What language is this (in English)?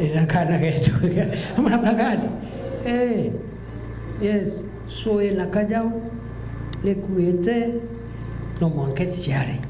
Meru